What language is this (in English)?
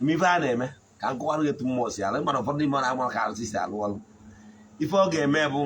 Igbo